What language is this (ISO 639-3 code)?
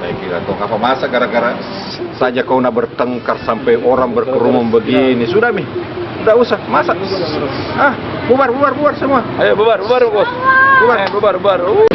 mfp